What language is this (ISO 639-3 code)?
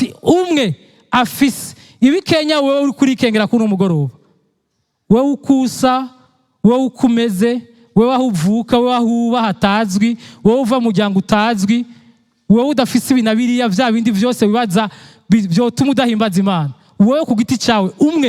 run